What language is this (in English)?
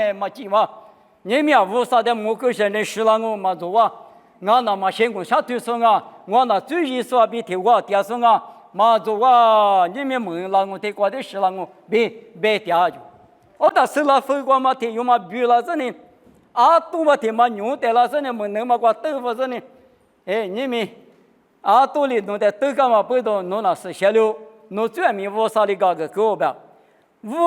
Lisu